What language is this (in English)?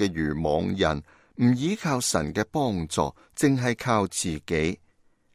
Cantonese